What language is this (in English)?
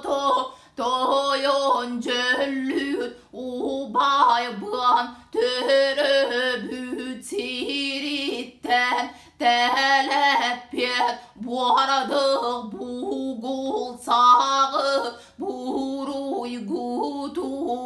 Yakut